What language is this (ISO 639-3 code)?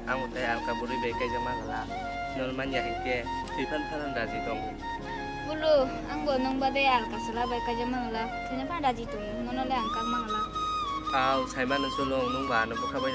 trp